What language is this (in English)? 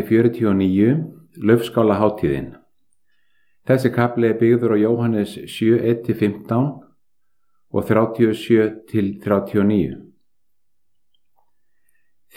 Icelandic